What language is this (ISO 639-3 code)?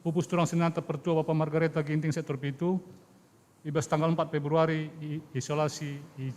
btx